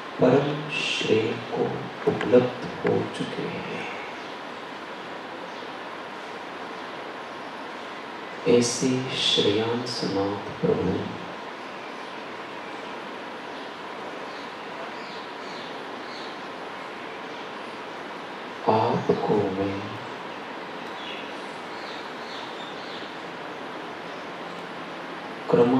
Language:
Hindi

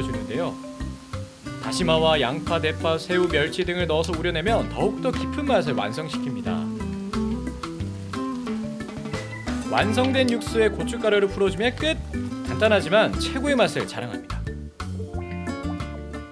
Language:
Korean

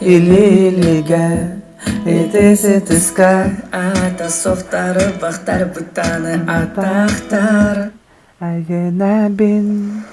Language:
Yakut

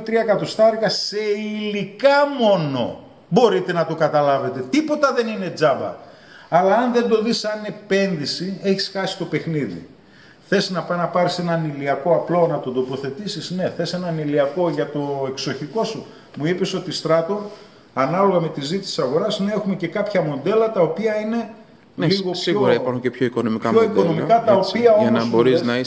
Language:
Greek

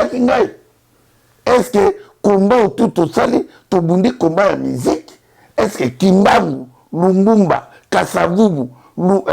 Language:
Lingala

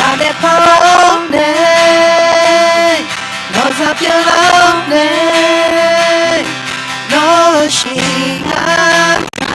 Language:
Akha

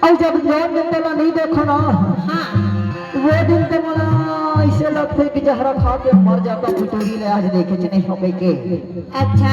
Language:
Chhattisgarhi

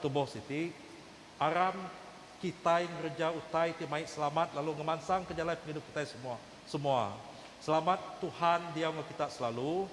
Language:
Iban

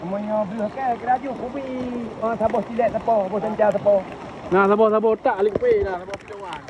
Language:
Achinese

